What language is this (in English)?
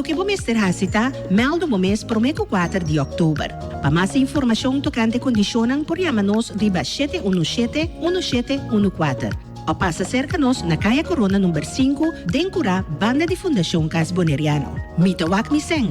Papiamento